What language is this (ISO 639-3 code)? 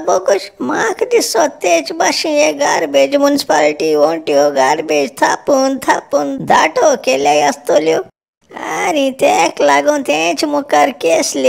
kok